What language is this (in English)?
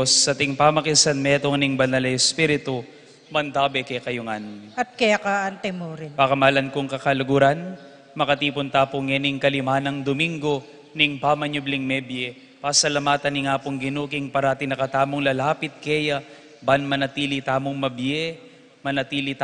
Pampanga